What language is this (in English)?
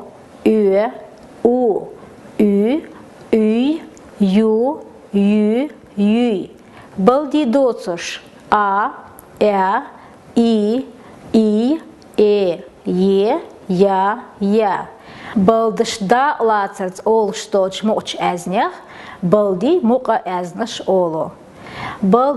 Chechen